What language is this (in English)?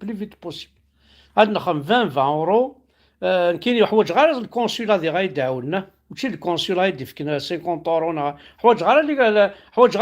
Kabyle